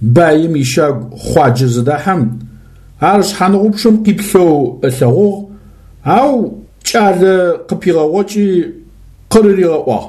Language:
Adyghe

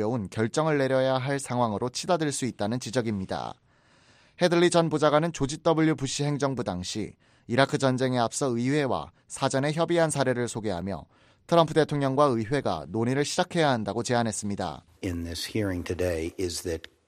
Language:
Korean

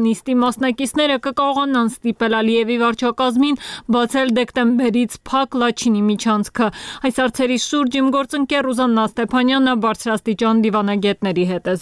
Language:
Armenian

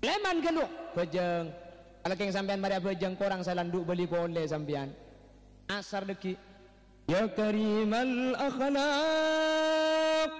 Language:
Madurese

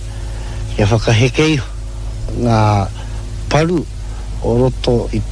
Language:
Māori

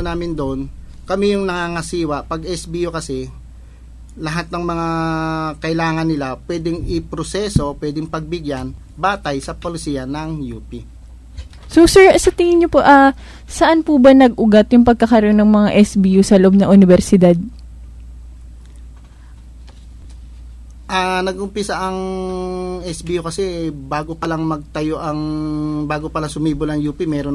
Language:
Filipino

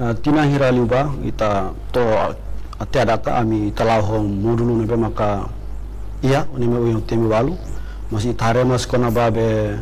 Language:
Tetum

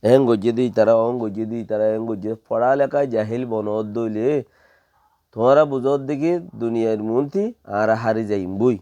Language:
Rohingya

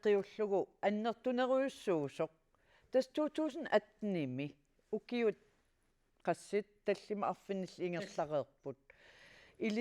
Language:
Kalaallisut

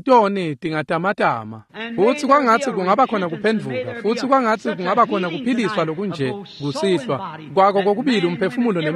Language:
Swati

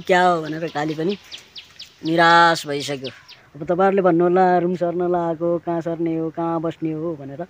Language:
Nepali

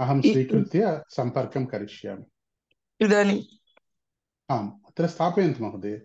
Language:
Sanskrit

